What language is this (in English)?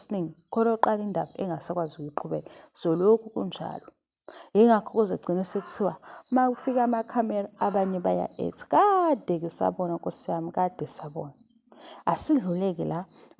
Zulu